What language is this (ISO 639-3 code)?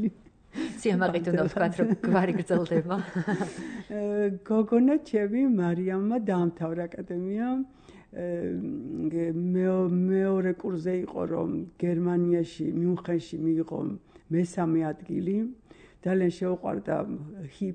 kat